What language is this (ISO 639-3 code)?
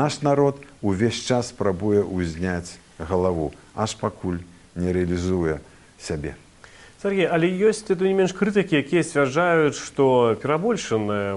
bel